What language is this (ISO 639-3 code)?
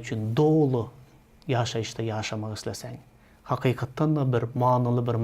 tuk